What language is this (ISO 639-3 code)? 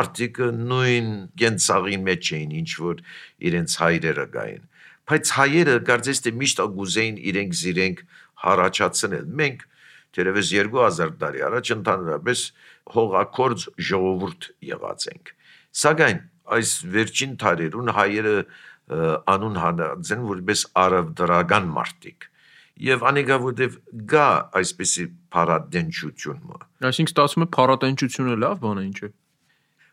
hye